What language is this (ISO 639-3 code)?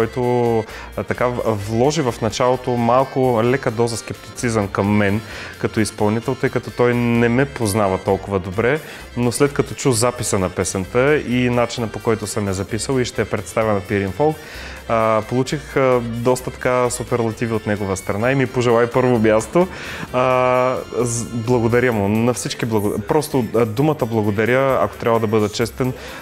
bul